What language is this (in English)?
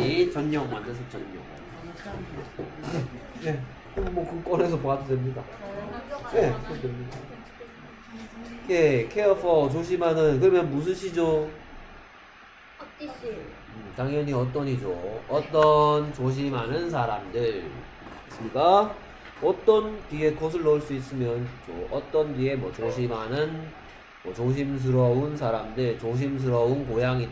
Korean